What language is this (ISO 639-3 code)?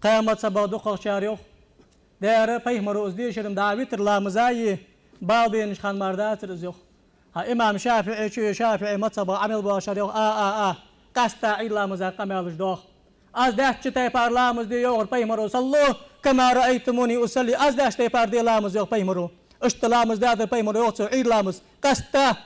inh